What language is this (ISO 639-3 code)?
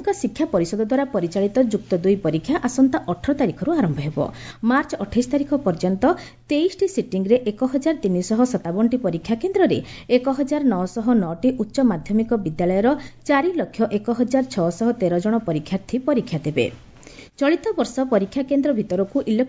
ori